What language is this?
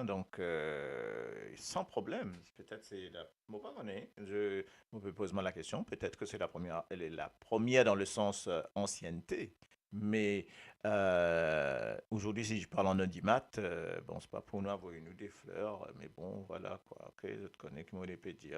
Morisyen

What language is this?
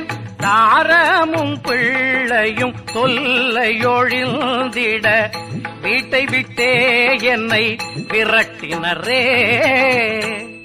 Tamil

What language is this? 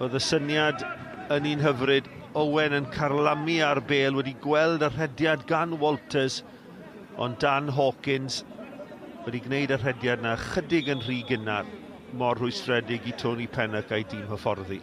Welsh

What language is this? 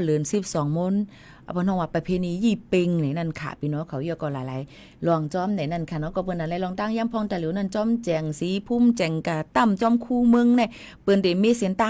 Shan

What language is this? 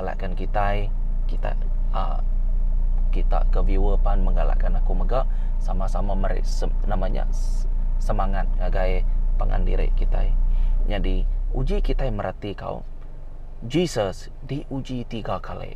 Iban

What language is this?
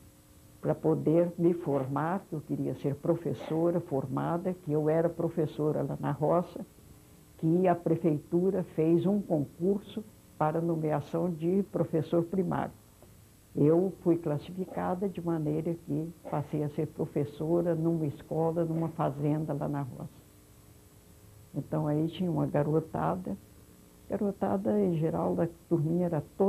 Portuguese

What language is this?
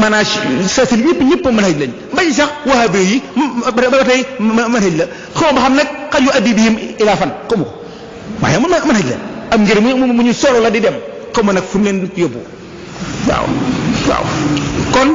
Wolof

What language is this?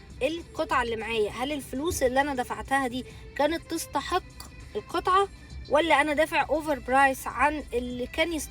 Egyptian Arabic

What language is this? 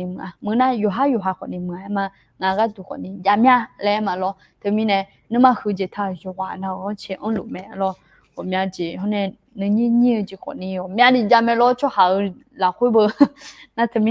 Akha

